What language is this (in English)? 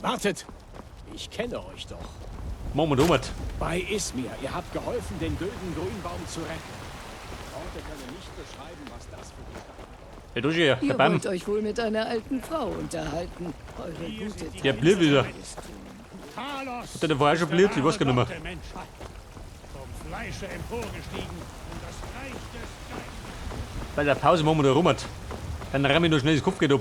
Bavarian